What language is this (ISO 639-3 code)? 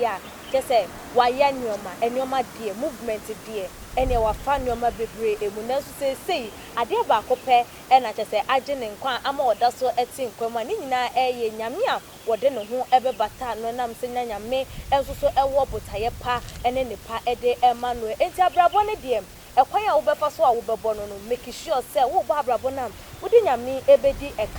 aka